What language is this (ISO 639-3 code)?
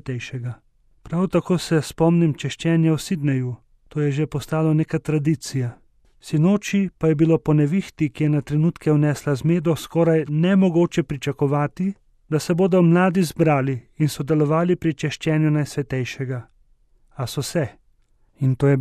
slv